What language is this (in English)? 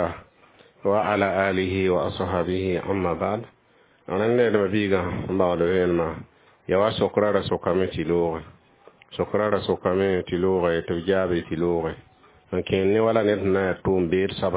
Mossi